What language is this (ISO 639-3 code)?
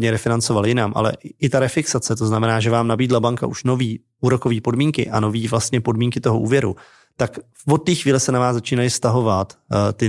ces